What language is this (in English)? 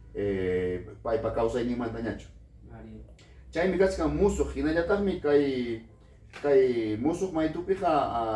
Ayacucho Quechua